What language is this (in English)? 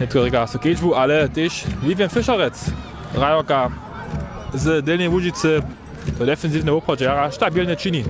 Upper Sorbian